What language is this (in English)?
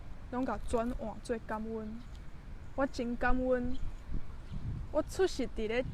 Min Nan Chinese